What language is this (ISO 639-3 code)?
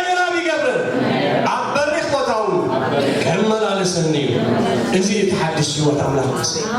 tir